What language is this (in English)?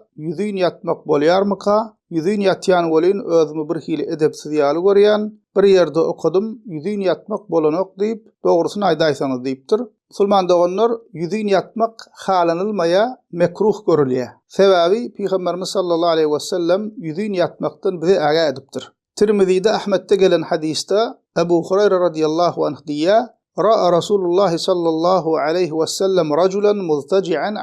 Turkmen